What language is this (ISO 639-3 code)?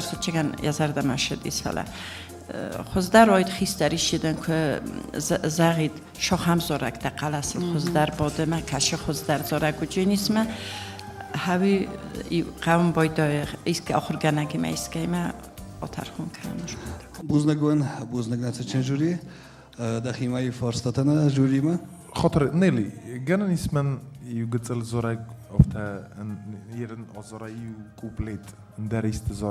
oss